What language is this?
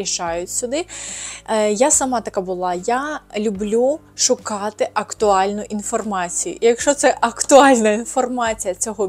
Ukrainian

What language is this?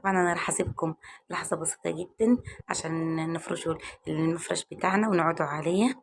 Egyptian Arabic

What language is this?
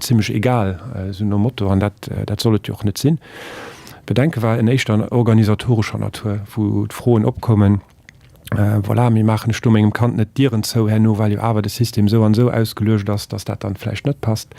Luxembourgish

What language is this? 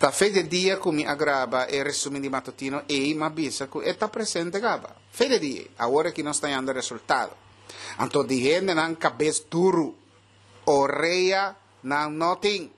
Papiamento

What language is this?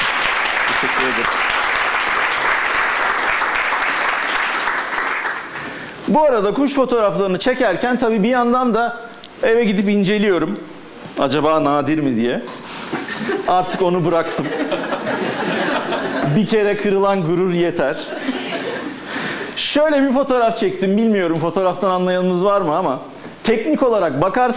Turkish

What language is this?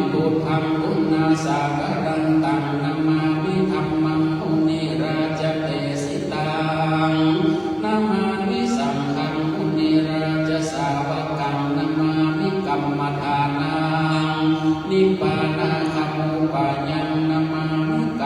Pali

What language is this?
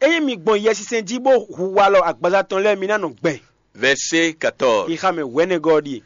Fon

